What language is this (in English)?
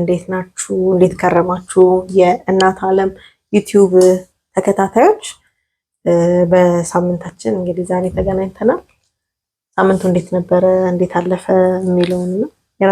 Amharic